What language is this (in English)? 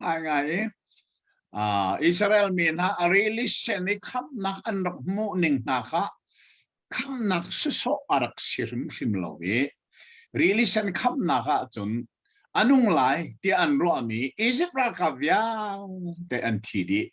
Hakha Chin